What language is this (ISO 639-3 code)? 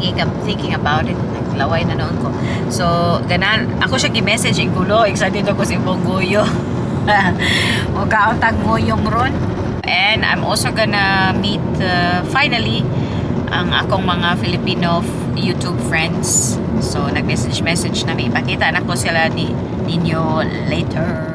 ceb